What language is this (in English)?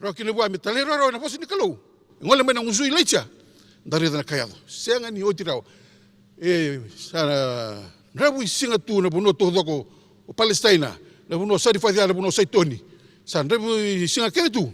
Fijian